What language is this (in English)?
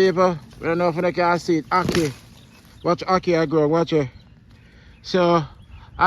Jamaican Creole English